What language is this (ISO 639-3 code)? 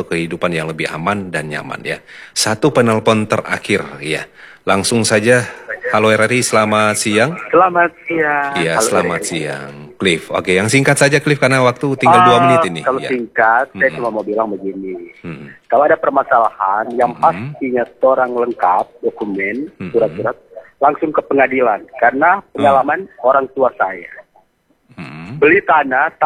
ind